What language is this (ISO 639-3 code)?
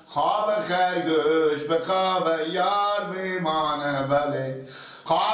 fas